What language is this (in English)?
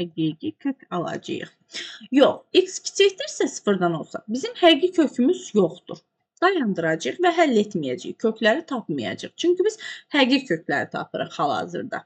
Azerbaijani